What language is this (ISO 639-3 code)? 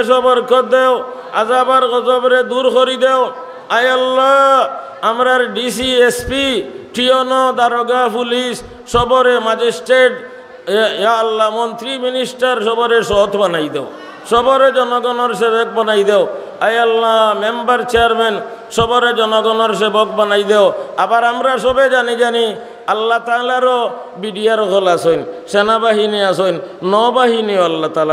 syl